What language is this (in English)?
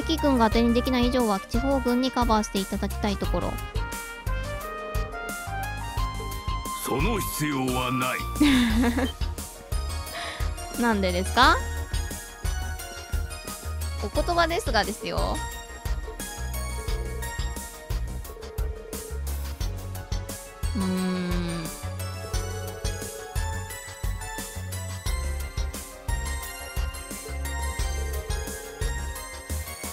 Japanese